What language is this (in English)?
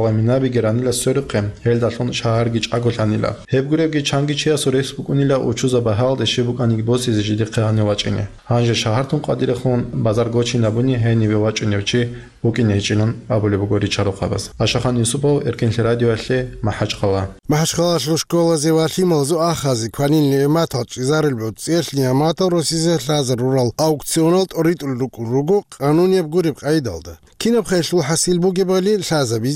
Avaric